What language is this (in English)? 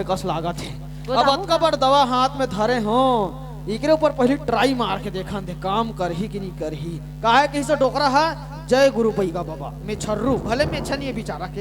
Chhattisgarhi